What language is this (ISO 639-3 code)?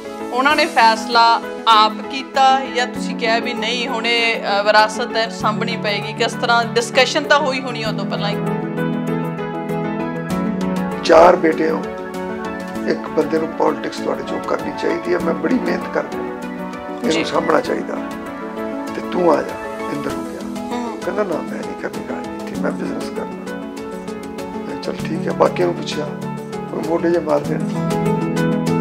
pan